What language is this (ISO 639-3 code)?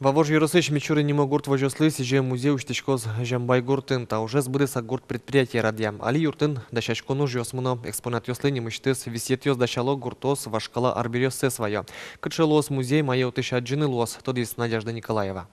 udm